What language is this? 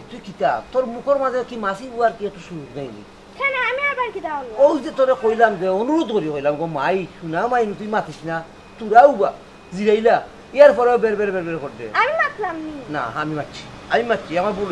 Sylheti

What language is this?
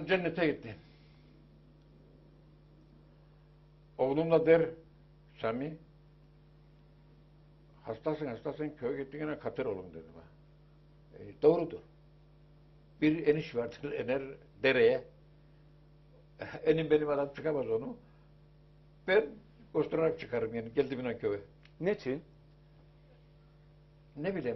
Turkish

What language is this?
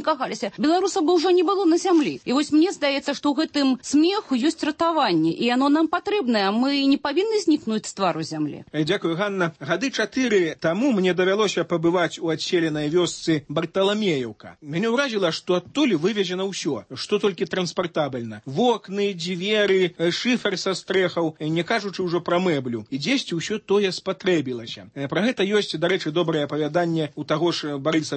Belarusian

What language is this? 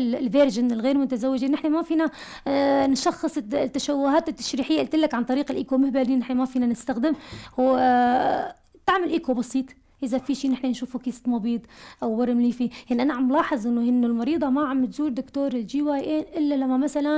North Levantine Arabic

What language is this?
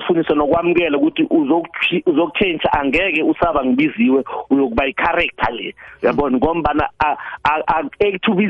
South Ndebele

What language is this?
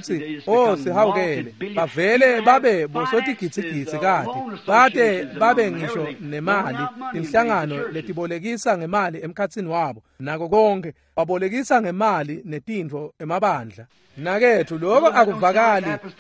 Swati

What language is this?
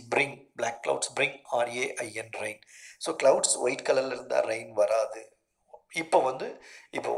Tamil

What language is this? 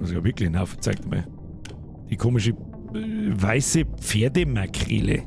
Bavarian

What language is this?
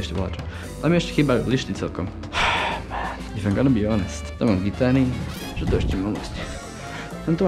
Slovak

